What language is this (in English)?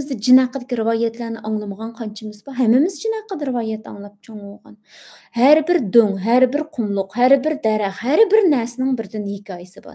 Uyghur